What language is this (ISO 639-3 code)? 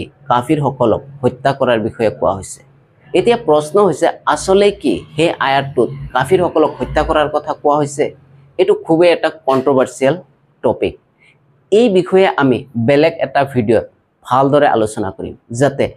asm